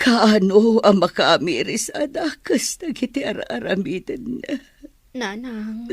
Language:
Iloko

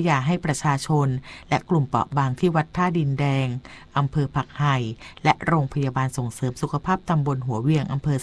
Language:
Thai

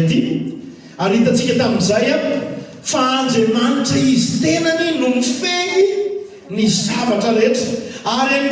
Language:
Malagasy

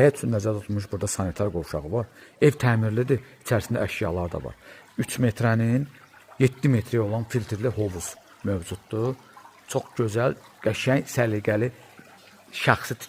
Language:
Azerbaijani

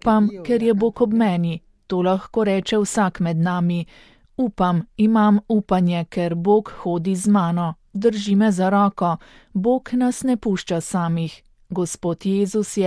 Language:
Slovenian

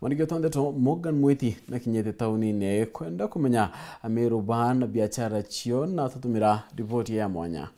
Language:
Meru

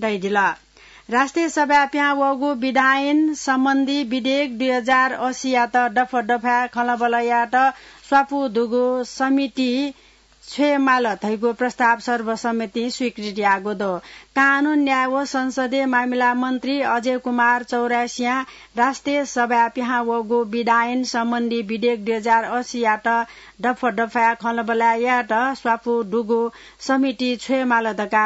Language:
Newari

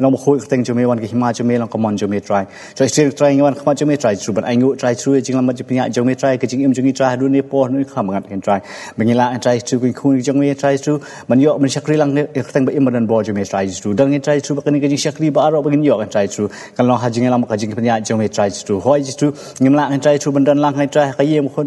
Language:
Khasi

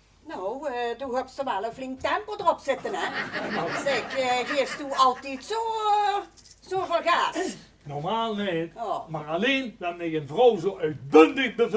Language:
Limburgish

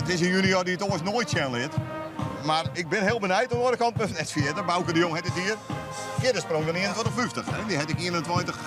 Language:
Western Frisian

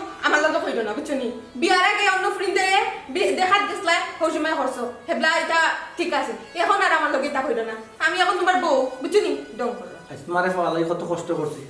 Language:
Sylheti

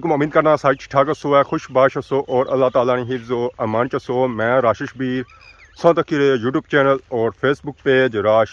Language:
Pahari-Potwari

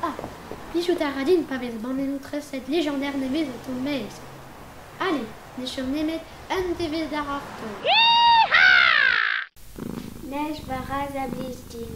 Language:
Breton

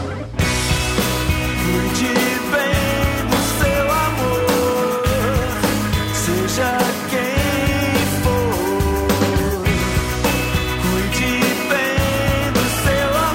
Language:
Portuguese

